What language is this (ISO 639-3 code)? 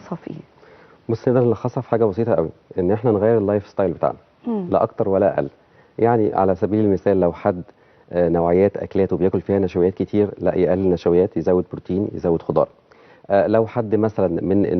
arz